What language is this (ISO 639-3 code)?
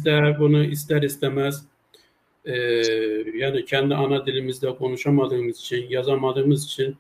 azb